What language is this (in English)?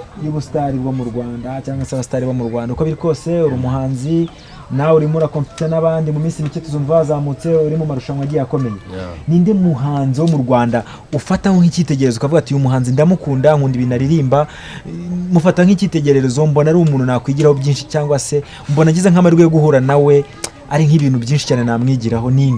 Kinyarwanda